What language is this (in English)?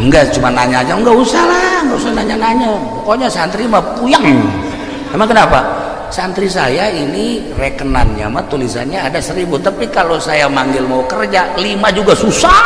Sundanese